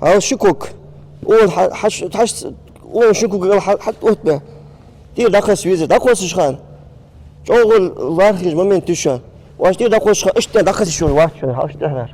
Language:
Ingush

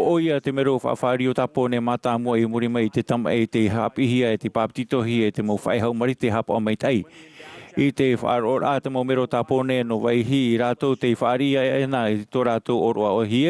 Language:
Tahitian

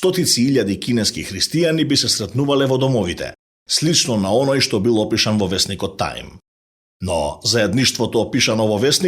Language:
Macedonian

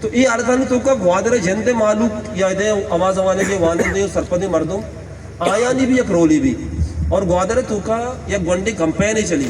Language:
Baluchi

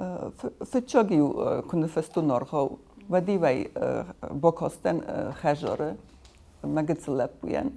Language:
Ossetic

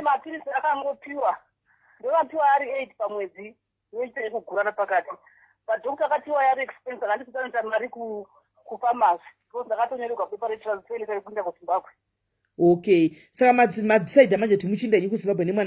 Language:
Shona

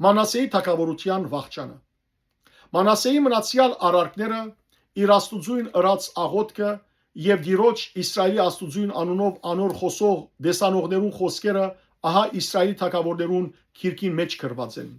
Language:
Western Armenian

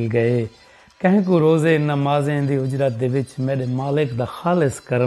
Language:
Saraiki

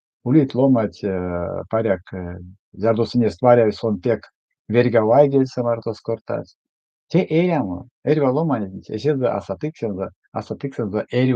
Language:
Erzya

